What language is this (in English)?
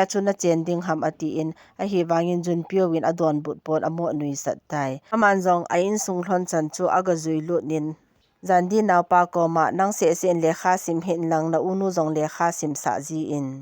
Thado Chin